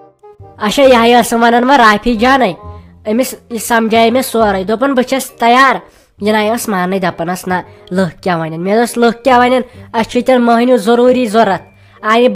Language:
Kashmiri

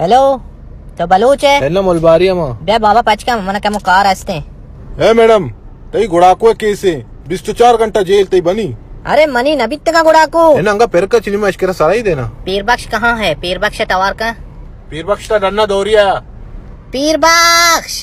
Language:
Baluchi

